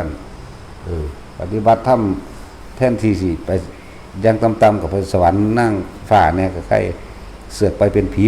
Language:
Lao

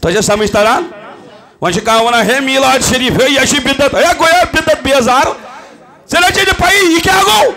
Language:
Kashmiri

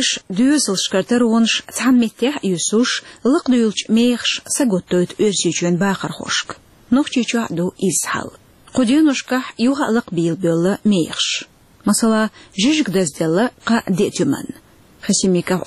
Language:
Chechen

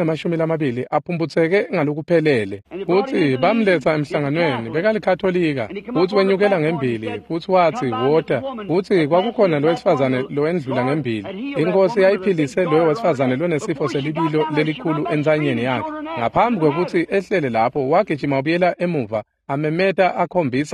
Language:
Swati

